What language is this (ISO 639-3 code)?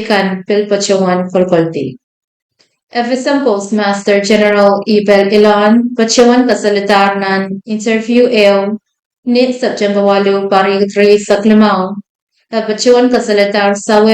pon